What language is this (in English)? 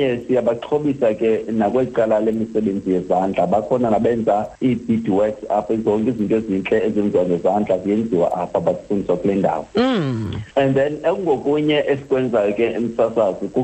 Xhosa